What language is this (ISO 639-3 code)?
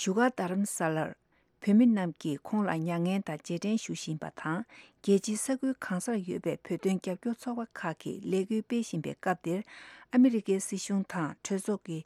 bod